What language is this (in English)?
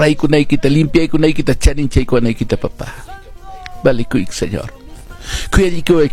Quechua